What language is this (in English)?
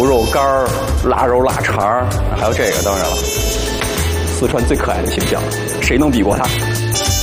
Chinese